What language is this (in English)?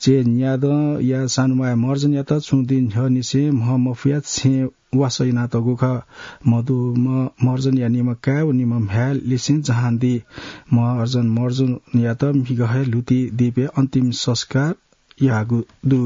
Newari